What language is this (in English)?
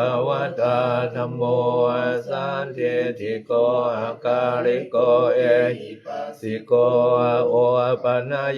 Pali